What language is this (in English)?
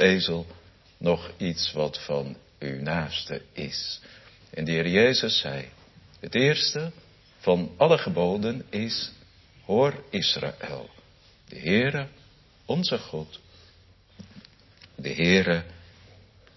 Dutch